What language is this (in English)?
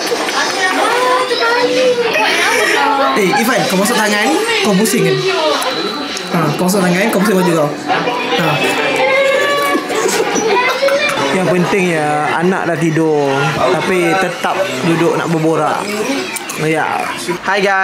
Malay